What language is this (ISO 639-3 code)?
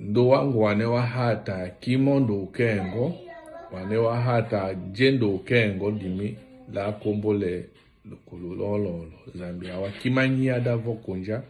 tll